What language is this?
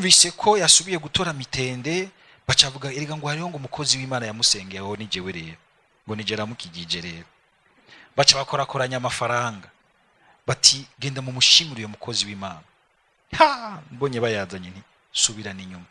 Rundi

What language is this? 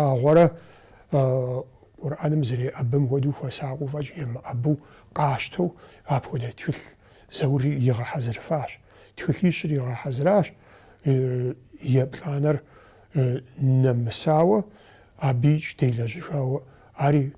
Kabardian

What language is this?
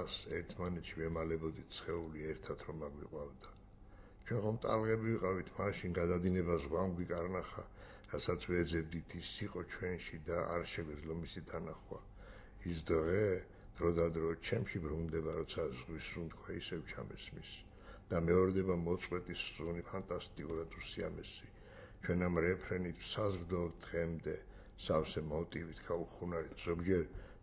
Georgian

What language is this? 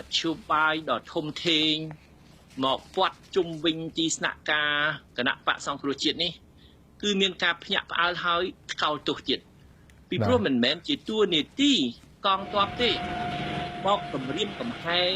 Khmer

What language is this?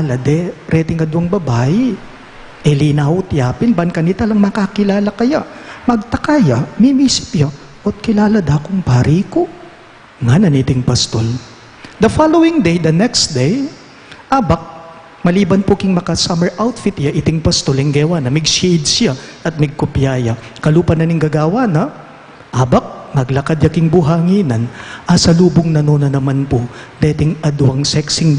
Pampanga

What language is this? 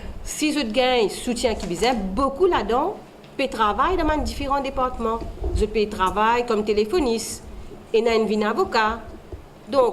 Morisyen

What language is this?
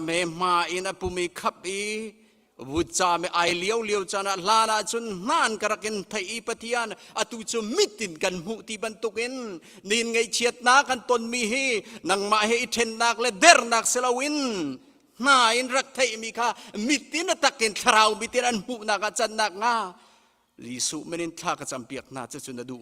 Hakha Chin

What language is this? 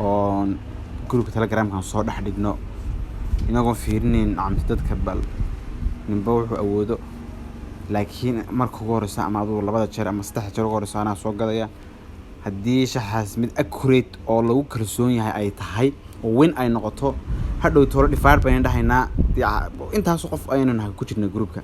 Somali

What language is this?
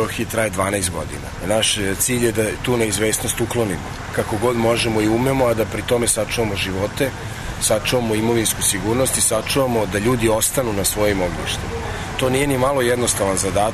Serbian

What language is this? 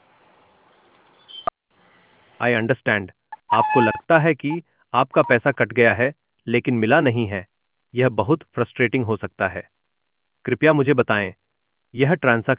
Hindi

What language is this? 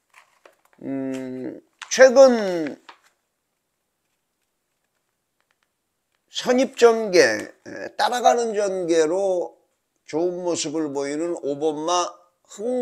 Korean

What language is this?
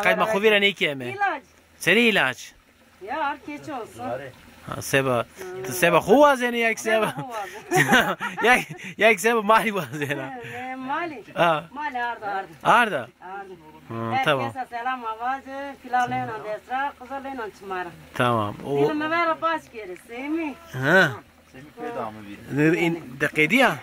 Zaza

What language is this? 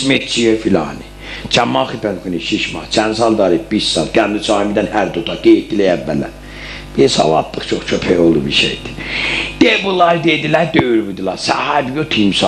South Azerbaijani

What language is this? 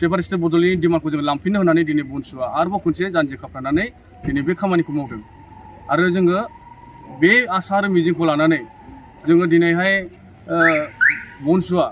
Bodo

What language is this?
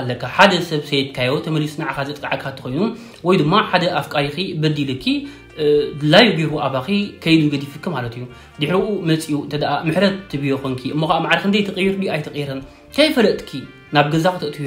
Tigrinya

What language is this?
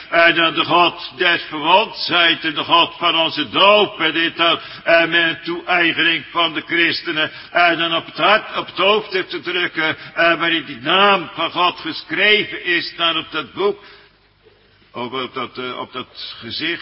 Dutch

